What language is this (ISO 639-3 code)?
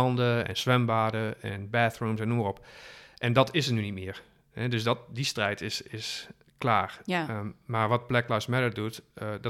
nld